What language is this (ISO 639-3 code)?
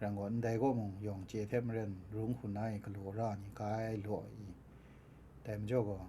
kac